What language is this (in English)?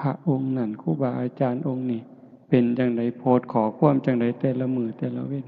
Northeastern Thai